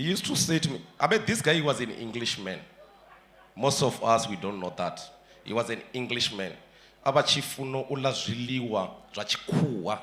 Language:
Venda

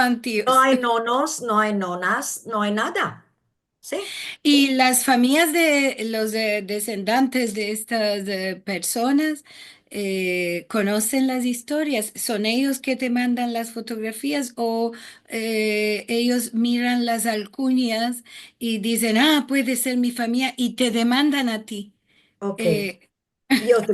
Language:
Ladino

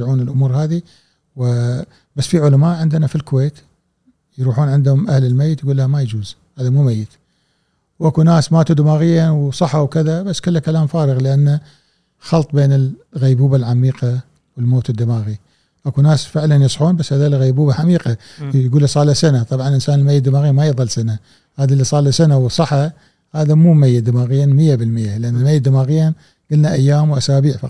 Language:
Gulf Arabic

